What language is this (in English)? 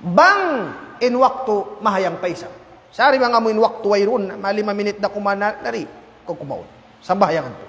Tausug